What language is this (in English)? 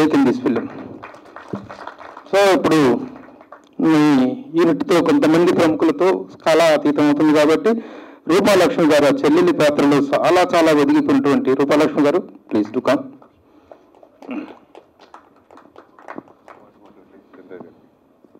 Telugu